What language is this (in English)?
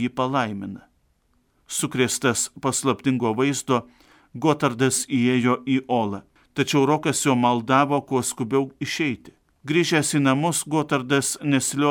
Lithuanian